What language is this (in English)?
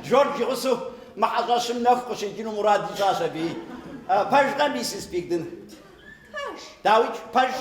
Kabardian